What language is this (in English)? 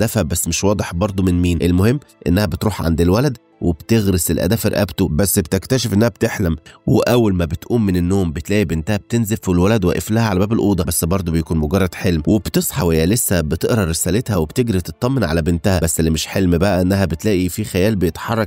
Egyptian Arabic